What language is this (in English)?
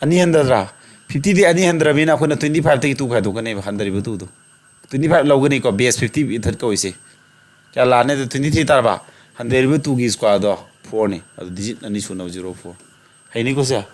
Manipuri